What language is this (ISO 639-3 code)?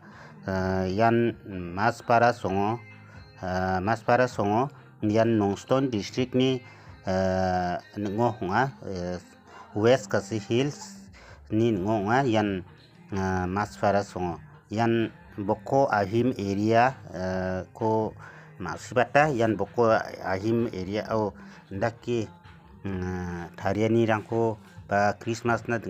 grt